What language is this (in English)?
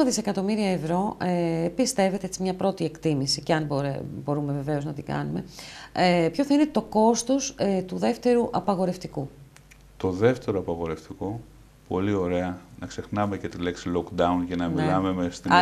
Greek